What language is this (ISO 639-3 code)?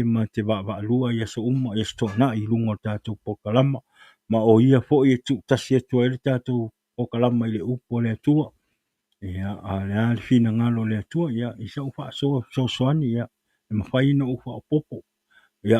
smo